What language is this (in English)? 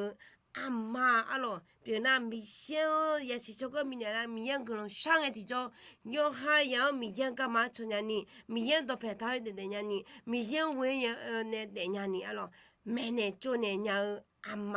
Akha